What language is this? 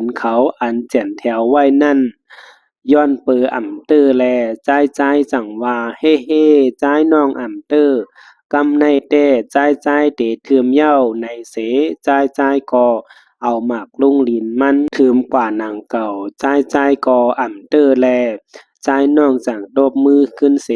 Shan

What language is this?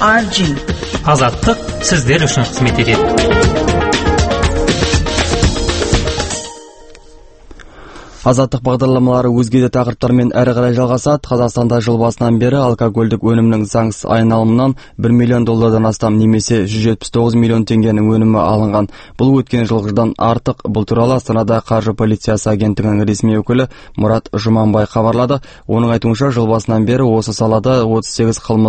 Kazakh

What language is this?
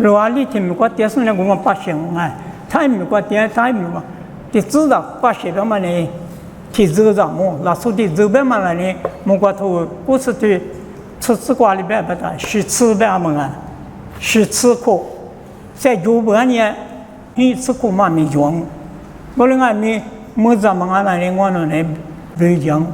Lisu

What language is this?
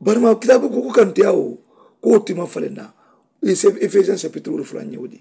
Mandingo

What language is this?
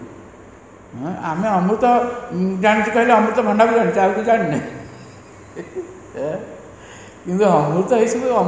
Odia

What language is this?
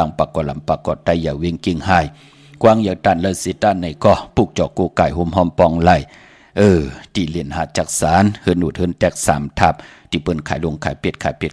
Shan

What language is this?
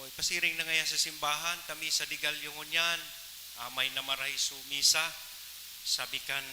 Bikol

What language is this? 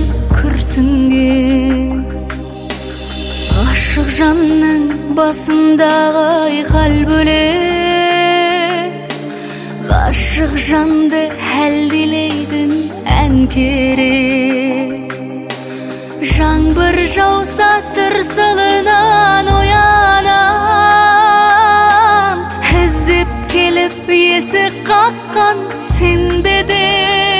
Kazakh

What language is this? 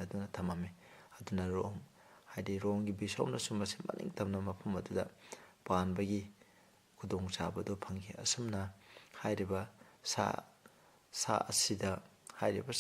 Manipuri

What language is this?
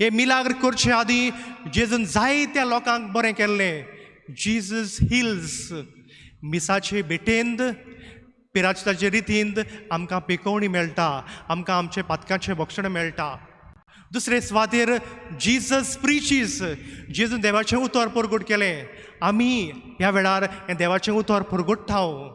Konkani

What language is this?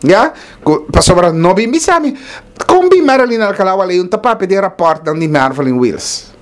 Papiamento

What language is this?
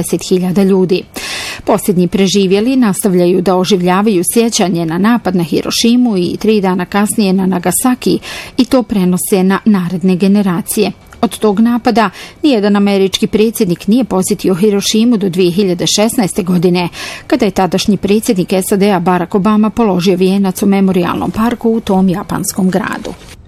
Bosnian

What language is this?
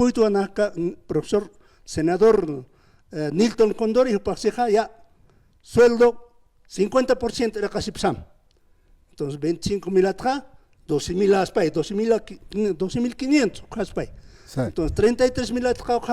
Aymara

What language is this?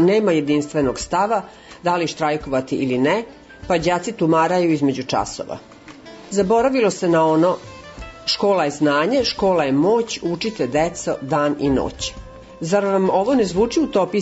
Serbian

